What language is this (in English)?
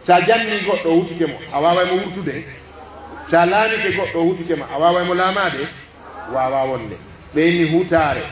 Pular